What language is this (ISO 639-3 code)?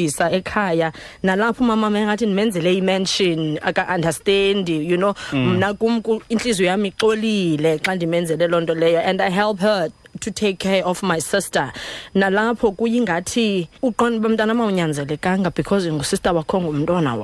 xho